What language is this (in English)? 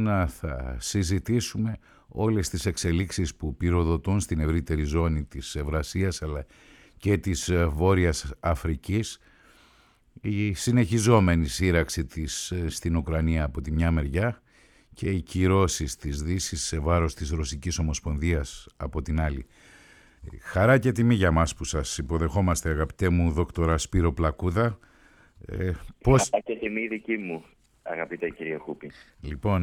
Greek